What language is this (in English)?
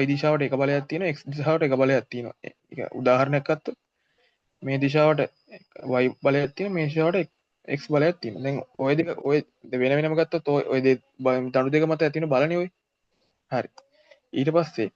Sinhala